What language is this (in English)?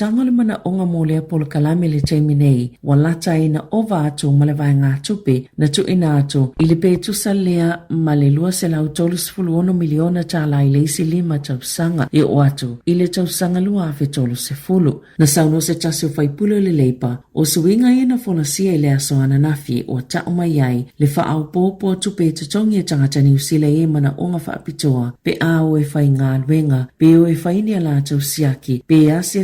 Samoan